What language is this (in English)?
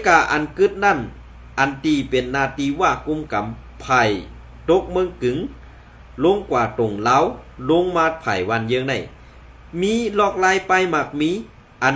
Shan